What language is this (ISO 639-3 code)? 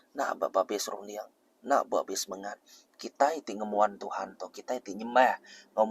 iba